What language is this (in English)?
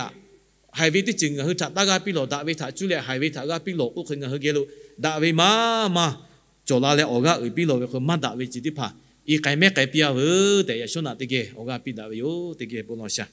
Lahu